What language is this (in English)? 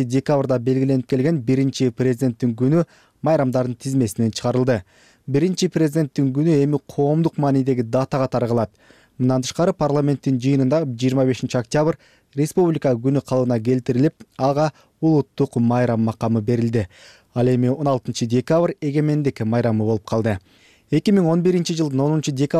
Kyrgyz